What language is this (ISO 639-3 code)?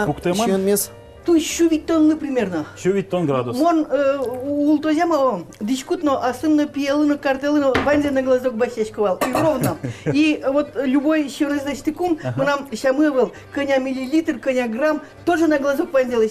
udm